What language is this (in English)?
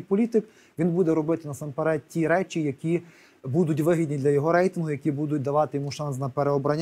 Ukrainian